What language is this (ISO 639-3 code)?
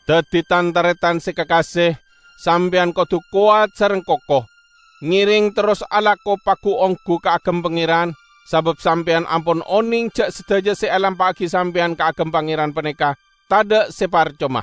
mad